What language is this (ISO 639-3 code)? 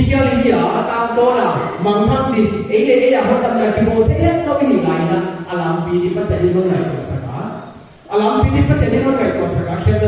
pck